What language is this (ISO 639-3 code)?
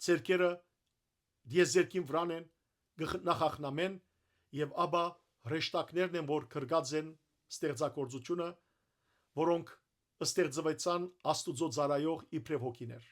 hyw